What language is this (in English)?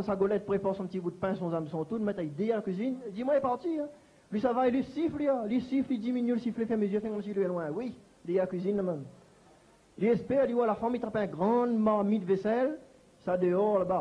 Réunion Creole French